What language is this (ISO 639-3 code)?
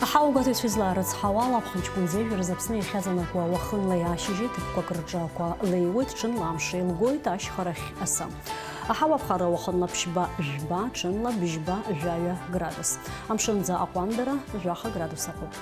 abk